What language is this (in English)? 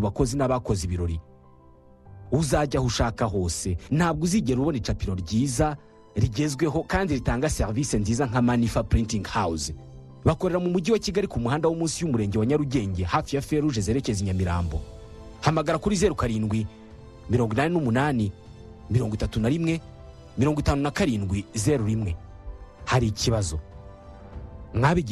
Kinyarwanda